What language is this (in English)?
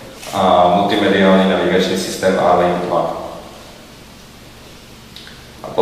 Slovak